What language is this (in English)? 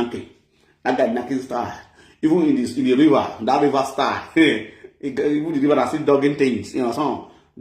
Nigerian Pidgin